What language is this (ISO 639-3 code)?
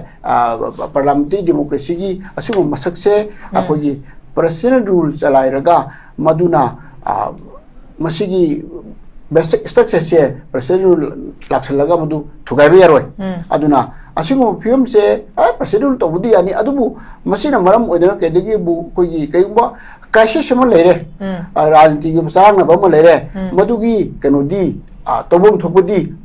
mni